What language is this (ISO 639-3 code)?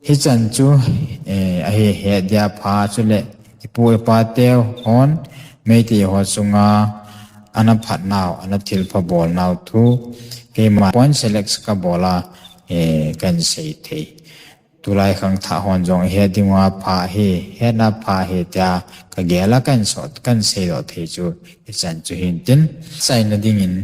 tcz